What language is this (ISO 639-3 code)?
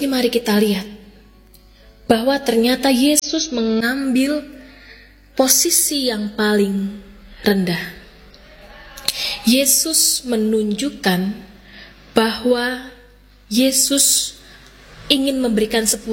ind